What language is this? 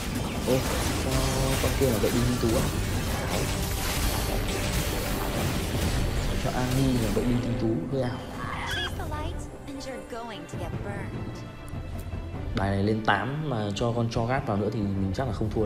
Vietnamese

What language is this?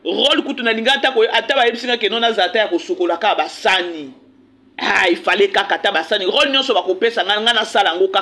Lingala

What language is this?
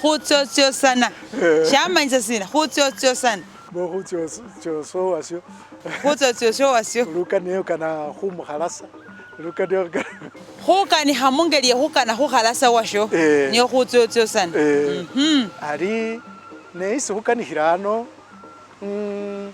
Masaaba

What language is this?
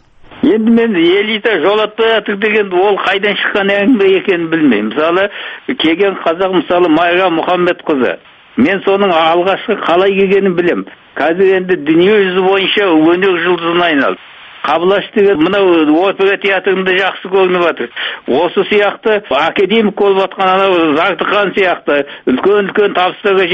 Kazakh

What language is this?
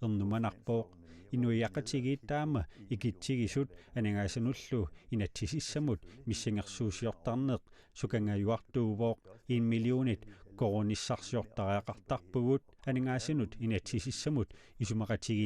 Kalaallisut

